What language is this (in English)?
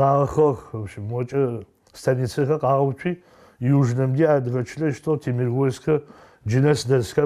Adyghe